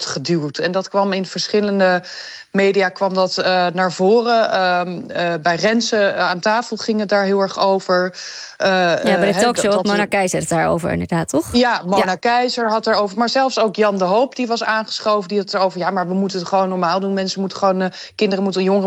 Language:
Dutch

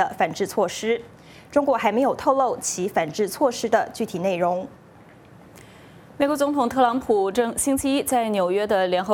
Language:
Chinese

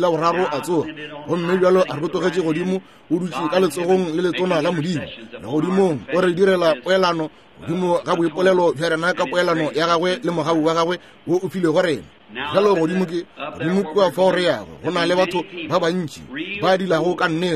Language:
Northern Sotho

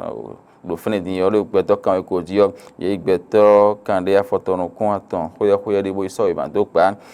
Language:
Fon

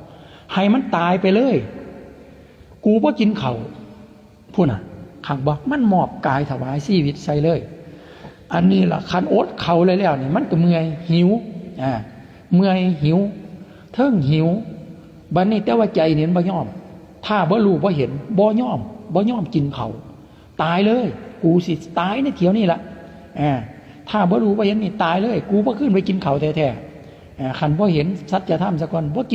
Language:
Lao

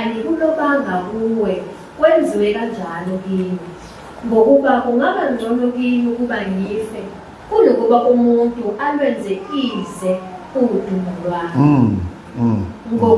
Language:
Zulu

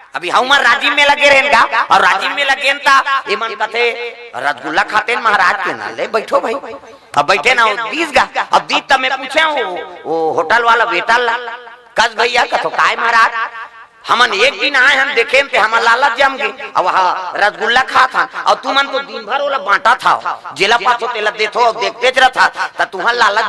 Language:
Chhattisgarhi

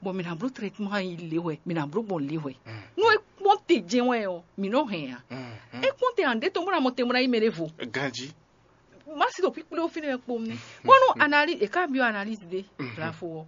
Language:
Fon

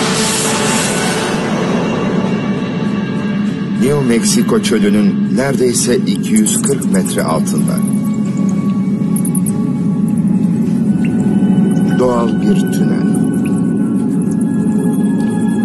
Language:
Turkish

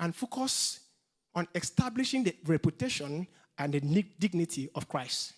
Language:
English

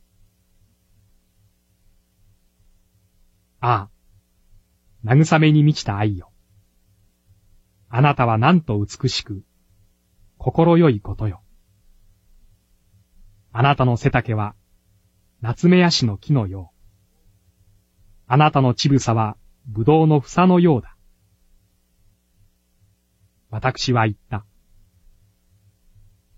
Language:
Japanese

